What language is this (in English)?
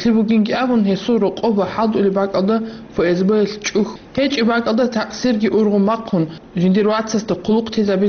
Avaric